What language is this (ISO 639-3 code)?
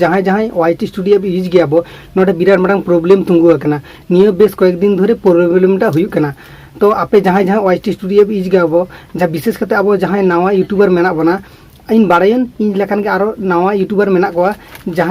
sat